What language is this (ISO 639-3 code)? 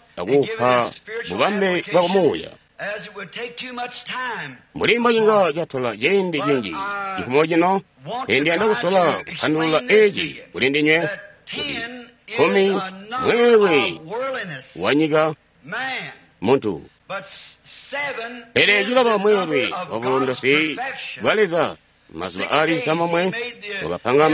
toi